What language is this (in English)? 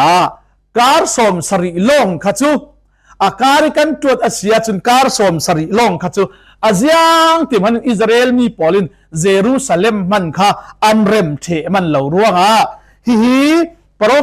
Falam Chin